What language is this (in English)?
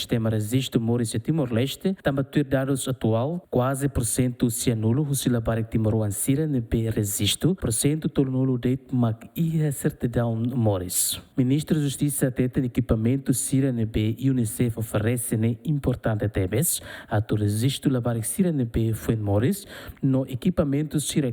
Tetum